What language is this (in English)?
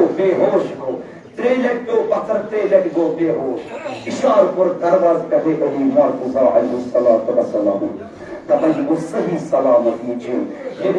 Kashmiri